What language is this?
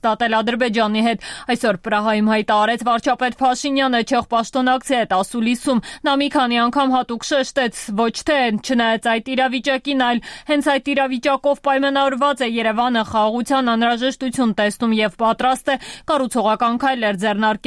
Armenian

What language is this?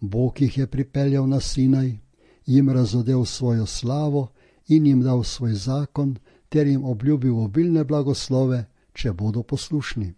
Slovenian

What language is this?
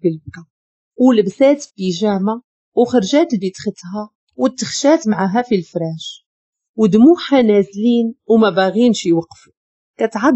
Moroccan Arabic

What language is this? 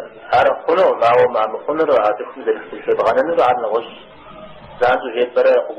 Kabardian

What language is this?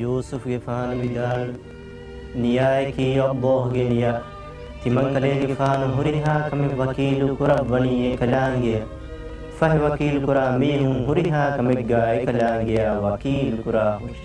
Divehi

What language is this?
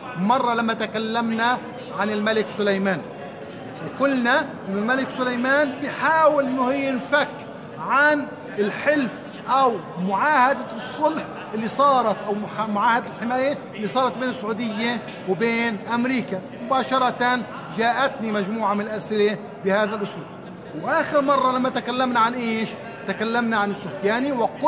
Arabic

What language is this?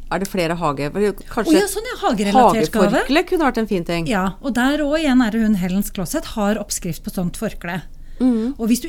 Norwegian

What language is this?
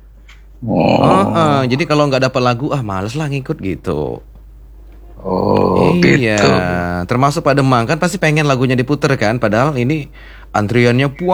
Indonesian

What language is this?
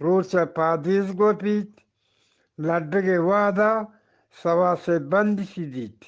Eastern Balochi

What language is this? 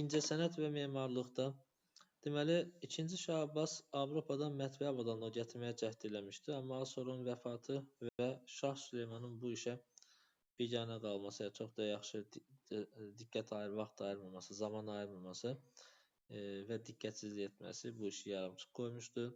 Azerbaijani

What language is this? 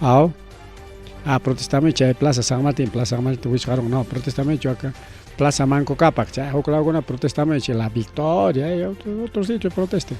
Ayacucho Quechua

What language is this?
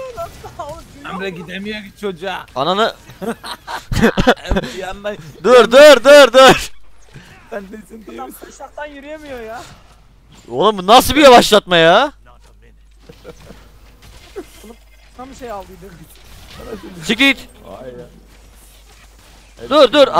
Turkish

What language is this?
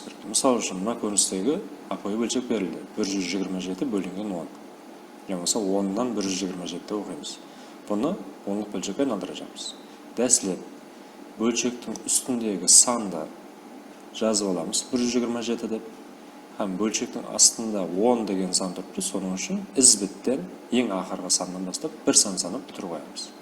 Kara-Kalpak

